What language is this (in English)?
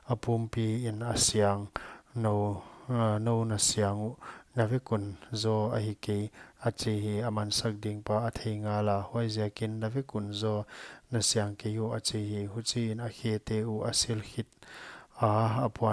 Paite Chin